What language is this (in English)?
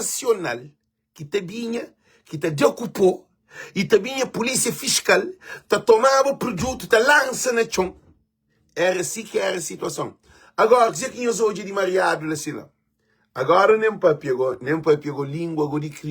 Kabuverdianu